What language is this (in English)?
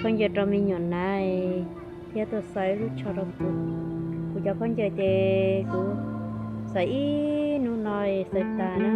Hmong